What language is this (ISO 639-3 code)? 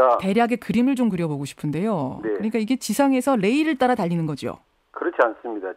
kor